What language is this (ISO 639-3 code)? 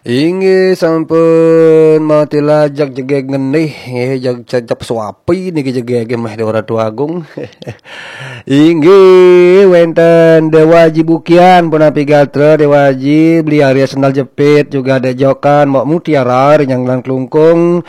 ban